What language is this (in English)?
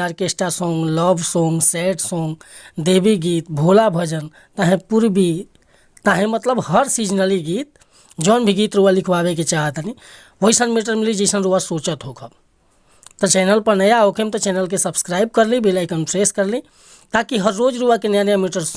Bhojpuri